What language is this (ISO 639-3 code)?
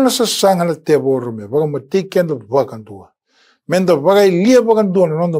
fij